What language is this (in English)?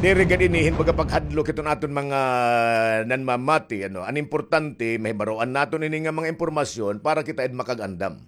Waray